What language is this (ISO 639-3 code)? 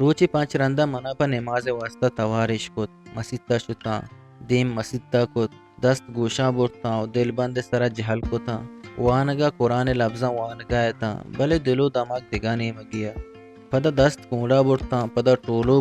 bgp